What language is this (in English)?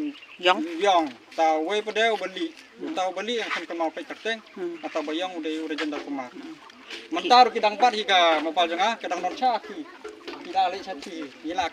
Khasi